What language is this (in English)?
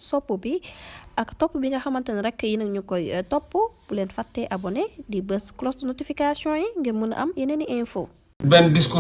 Wolof